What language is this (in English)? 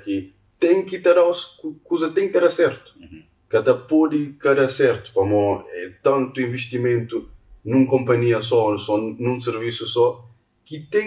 Kabuverdianu